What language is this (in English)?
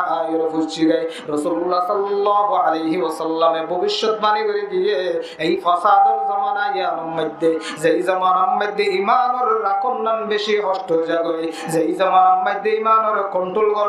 Rohingya